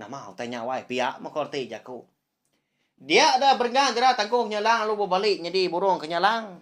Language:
Iban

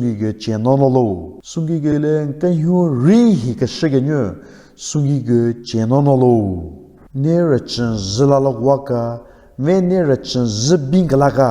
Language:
Southern Rengma Naga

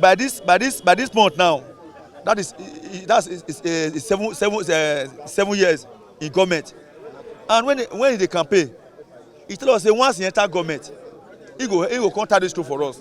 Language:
Nigerian Pidgin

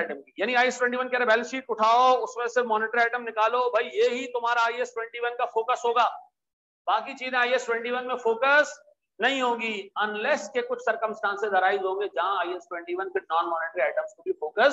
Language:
Hindi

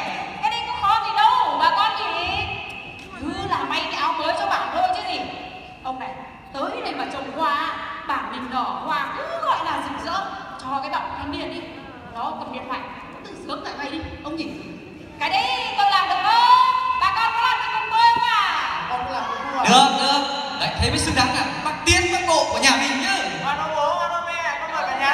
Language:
Vietnamese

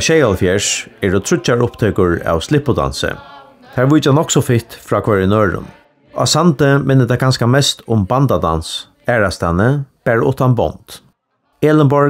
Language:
Faroese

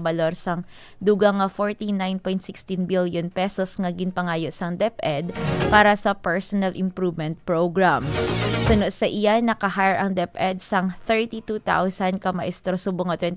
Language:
Hiligaynon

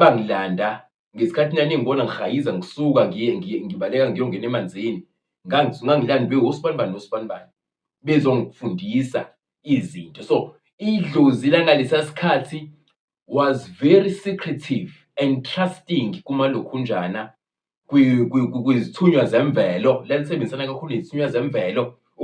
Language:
Zulu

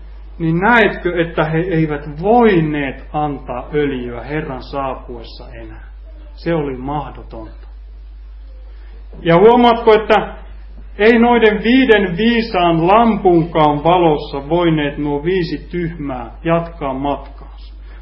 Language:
Finnish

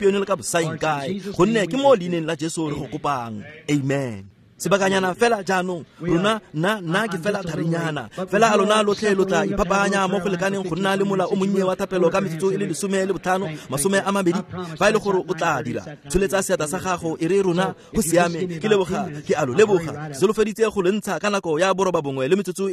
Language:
Tswana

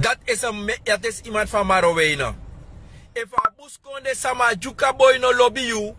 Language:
Sranan Tongo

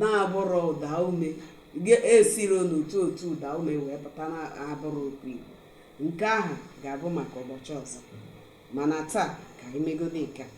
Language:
Igbo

